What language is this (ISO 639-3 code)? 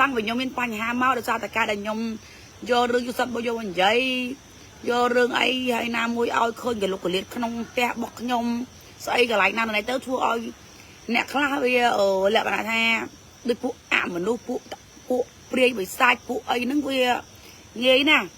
khm